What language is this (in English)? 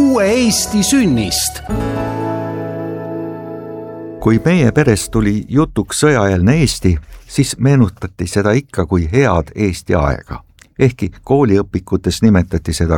Estonian